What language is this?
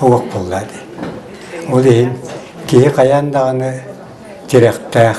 Yakut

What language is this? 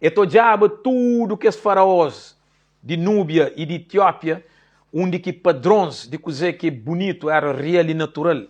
Kabuverdianu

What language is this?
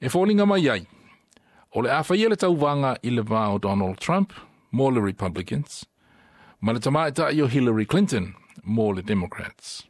Samoan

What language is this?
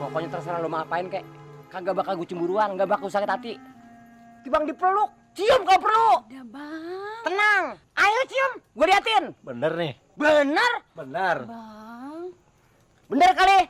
Betawi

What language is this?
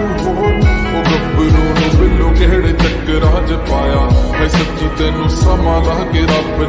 Punjabi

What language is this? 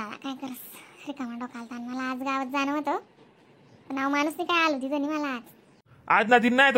Khandesi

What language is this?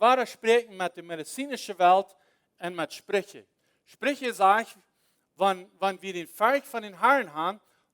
Plautdietsch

